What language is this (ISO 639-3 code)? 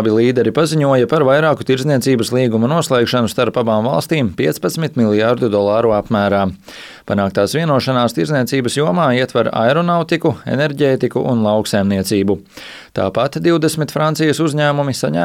lav